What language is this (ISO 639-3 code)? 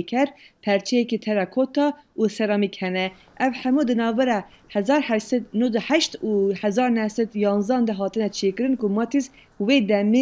kur